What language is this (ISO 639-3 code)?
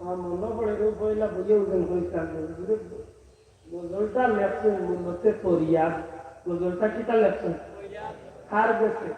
syl